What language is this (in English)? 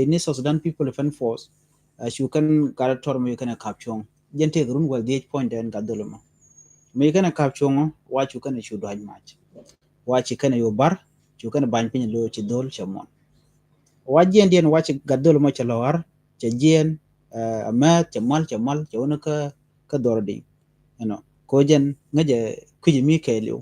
Nuer